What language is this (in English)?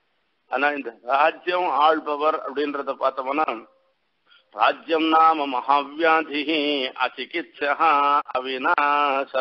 Tamil